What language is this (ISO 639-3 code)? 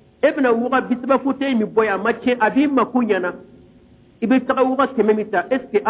bam